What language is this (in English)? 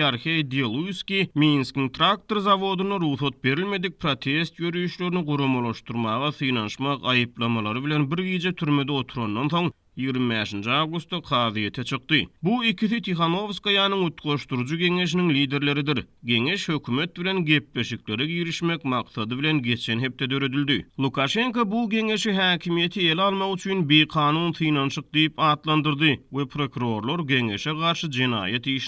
Turkmen